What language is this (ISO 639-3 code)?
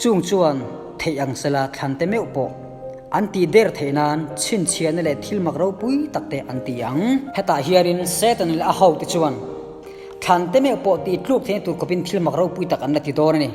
lus